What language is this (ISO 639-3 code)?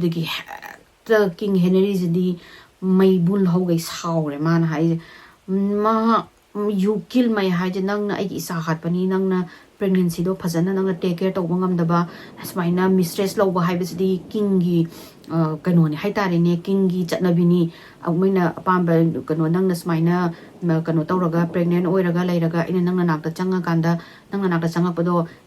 mni